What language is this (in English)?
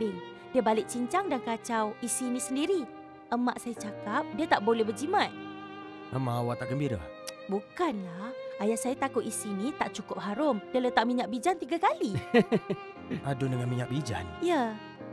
Malay